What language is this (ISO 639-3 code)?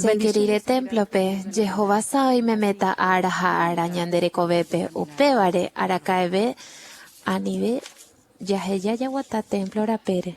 grn